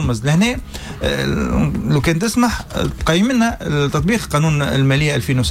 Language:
Tunisian Arabic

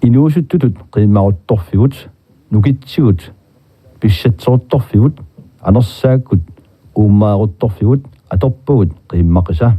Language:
Kalaallisut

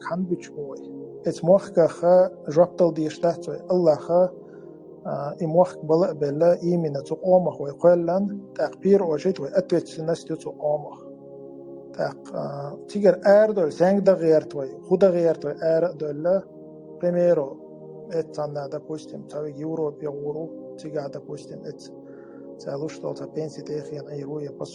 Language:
Chechen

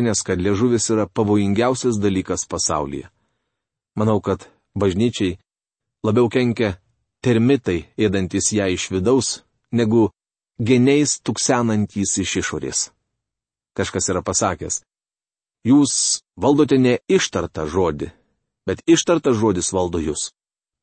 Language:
Lithuanian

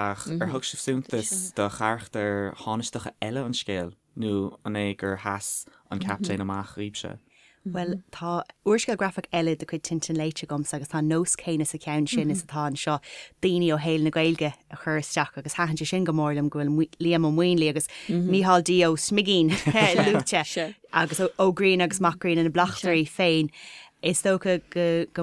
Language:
Irish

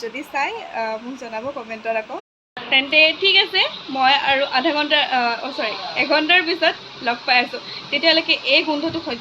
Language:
Assamese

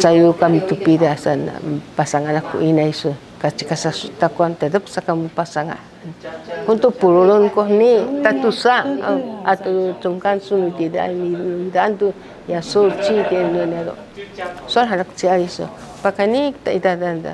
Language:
Sakizaya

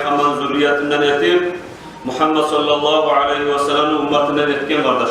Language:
Kumyk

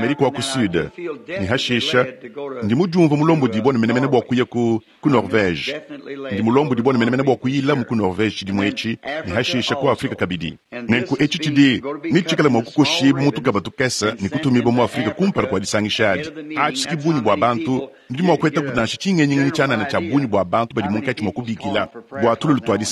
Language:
Luba-Lulua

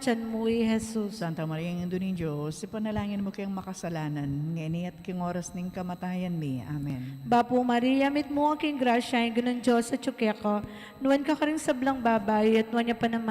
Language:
Pampanga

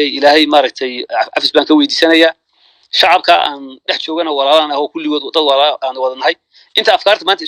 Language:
Somali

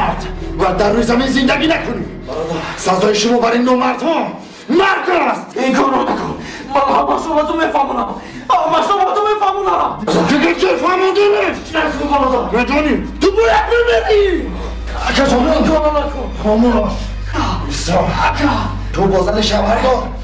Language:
Tajik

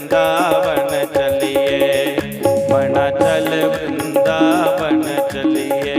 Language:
Dogri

